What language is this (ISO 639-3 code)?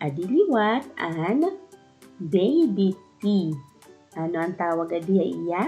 war